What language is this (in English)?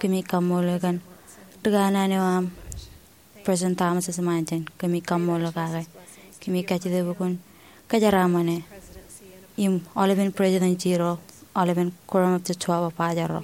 Marshallese